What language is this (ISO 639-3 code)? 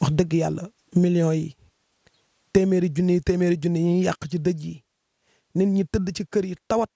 wol